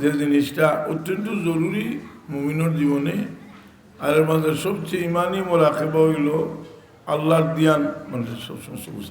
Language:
Sylheti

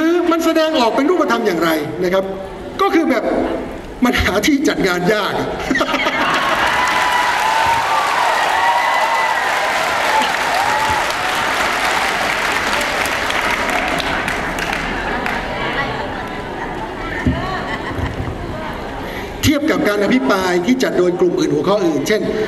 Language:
Thai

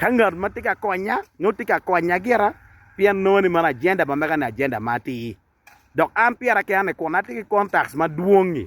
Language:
Acoli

